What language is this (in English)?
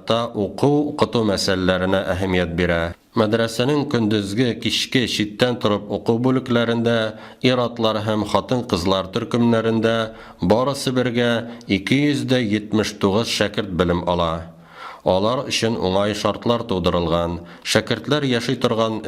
Tatar